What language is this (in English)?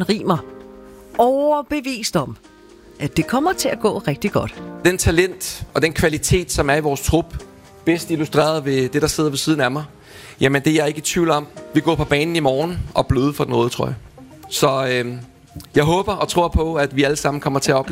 Danish